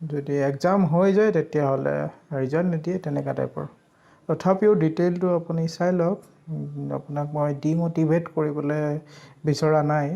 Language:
Assamese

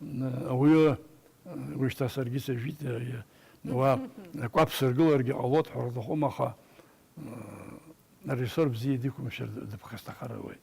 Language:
Abkhazian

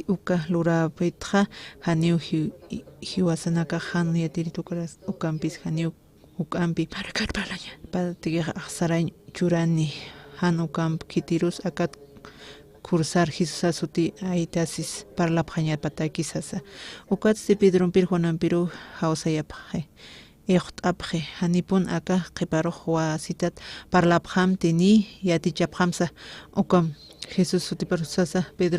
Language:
Aymara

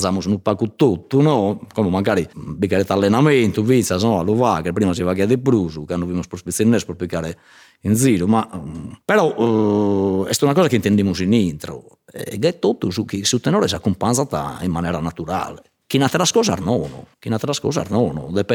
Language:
Sardinian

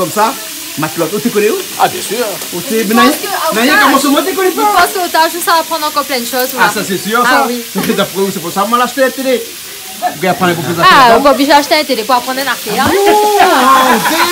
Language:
Réunion Creole French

